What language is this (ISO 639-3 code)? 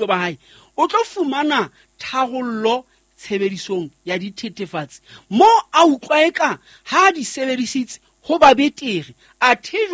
sot